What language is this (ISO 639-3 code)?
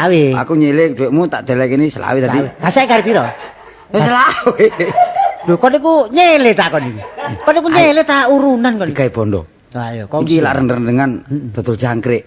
jav